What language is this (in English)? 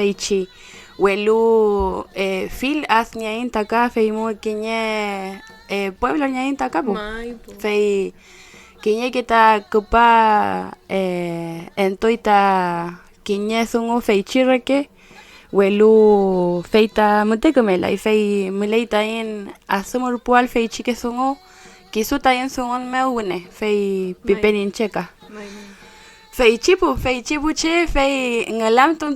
Mapuche